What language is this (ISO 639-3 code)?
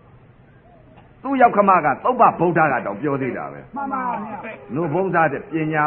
mya